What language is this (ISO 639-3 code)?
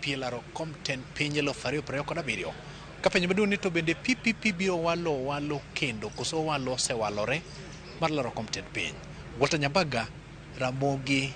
luo